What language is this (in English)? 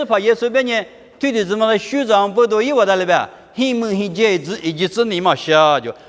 Lisu